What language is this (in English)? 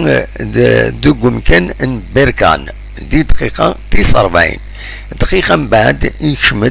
Kabyle